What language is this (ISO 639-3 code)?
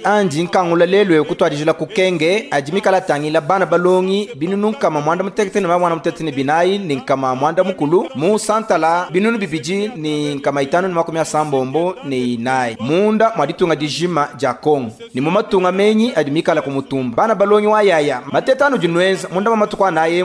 lua